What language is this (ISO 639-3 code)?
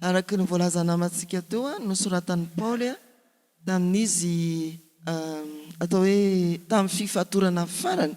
mlg